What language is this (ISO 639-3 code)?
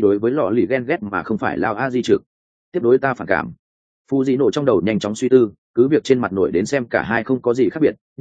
vie